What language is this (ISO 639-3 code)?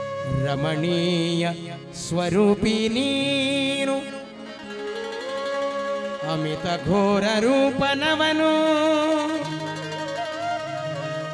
kan